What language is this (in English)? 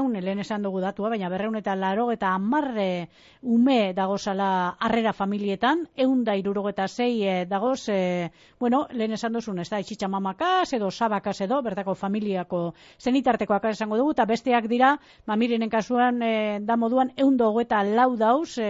Basque